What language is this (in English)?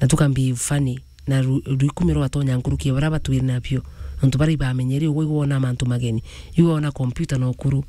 Meru